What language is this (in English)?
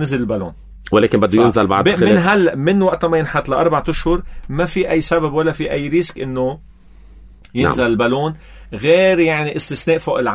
North Levantine Arabic